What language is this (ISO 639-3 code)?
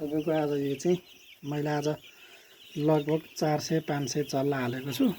nep